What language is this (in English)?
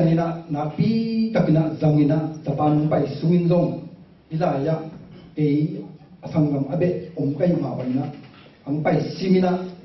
Tedim Chin